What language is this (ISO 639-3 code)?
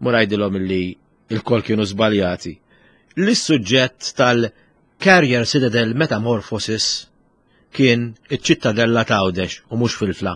mlt